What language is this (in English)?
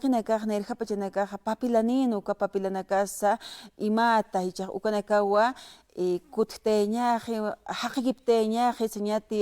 Aymara